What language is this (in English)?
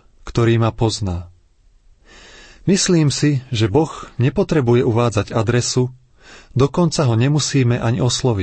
Slovak